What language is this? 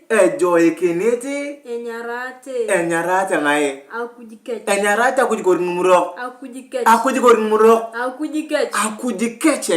Turkana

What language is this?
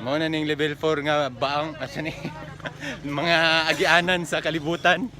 Cebuano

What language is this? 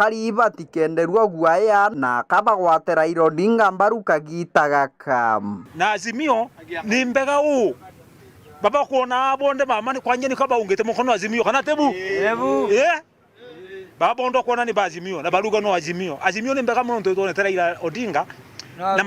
Meru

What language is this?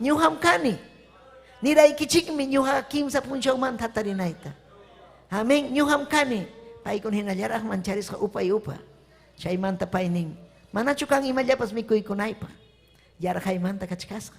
Ayacucho Quechua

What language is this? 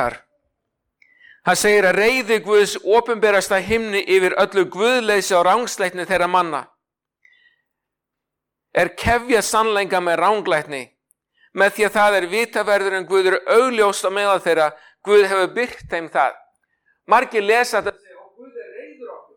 Icelandic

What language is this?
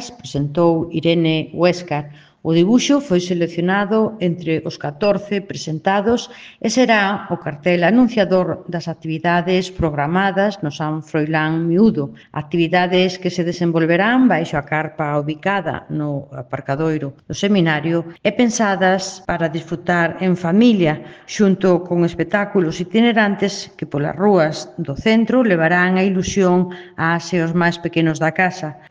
Galician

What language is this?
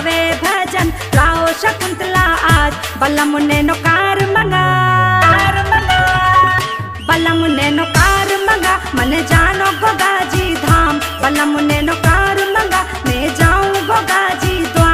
Hindi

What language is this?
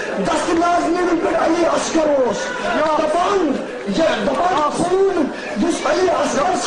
Kashmiri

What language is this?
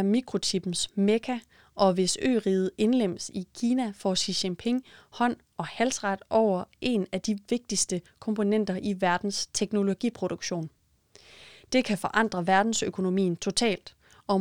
Danish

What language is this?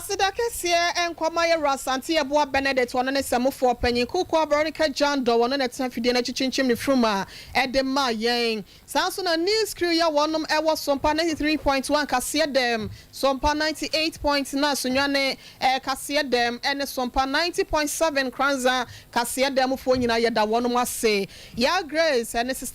Akan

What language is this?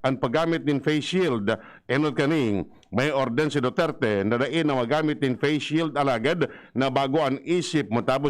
Bikol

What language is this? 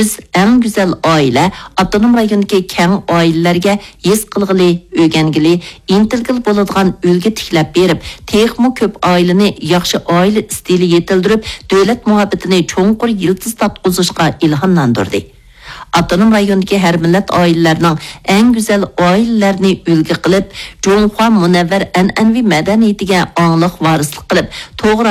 Uyghur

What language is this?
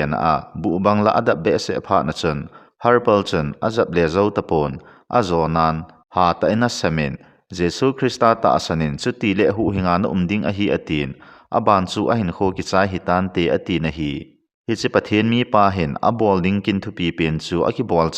Thado Chin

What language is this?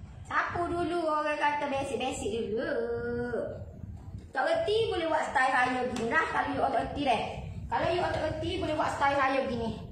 Malay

